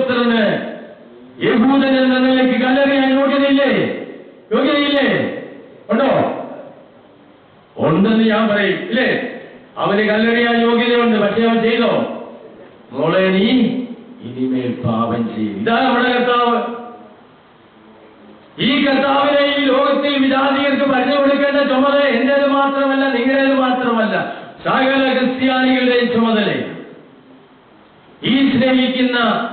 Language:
Malayalam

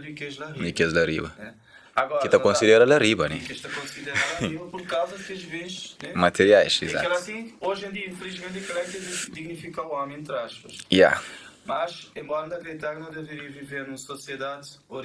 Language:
Kabuverdianu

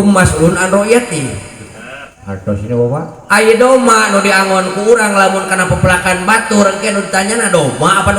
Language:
Sundanese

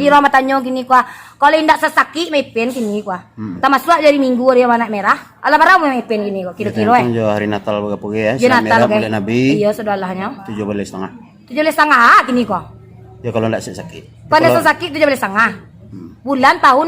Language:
Minangkabau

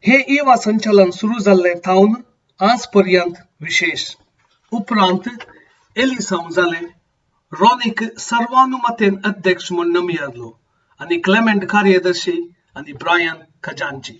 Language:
Konkani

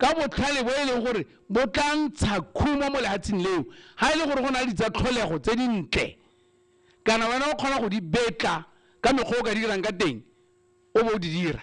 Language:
Tswana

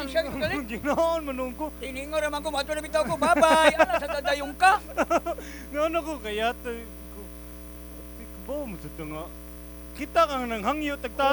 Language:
Cebuano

